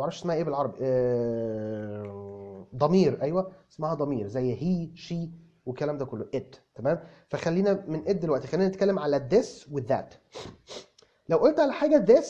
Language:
Egyptian Arabic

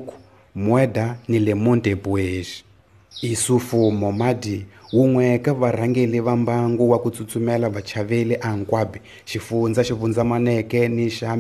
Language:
Tsonga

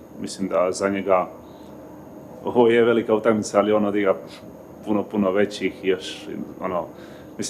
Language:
Croatian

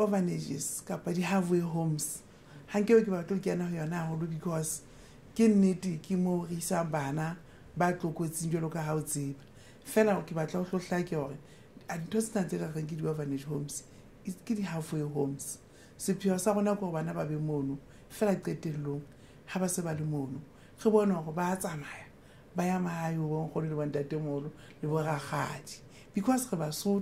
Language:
Southern Sotho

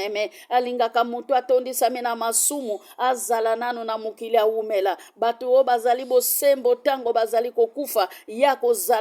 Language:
Lingala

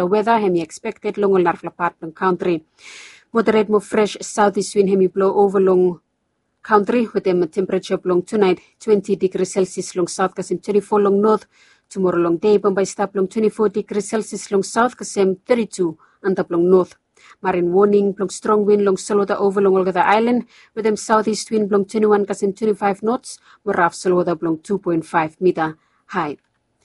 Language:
Bislama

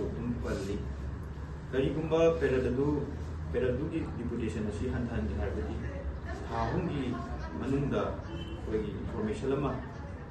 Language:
Manipuri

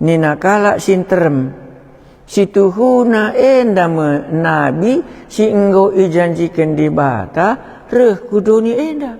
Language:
Batak Karo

